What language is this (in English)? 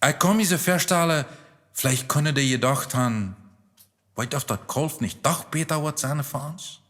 Plautdietsch